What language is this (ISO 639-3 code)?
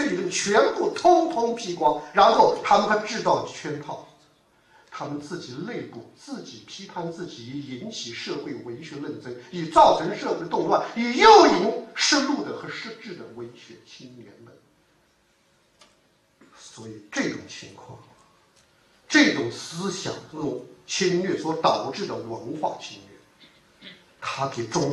zho